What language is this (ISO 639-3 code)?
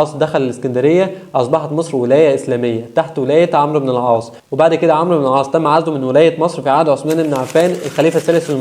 arz